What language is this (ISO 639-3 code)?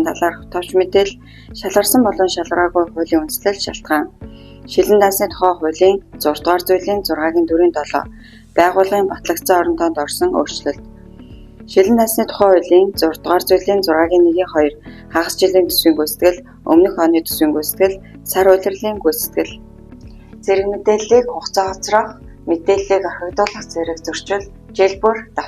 mon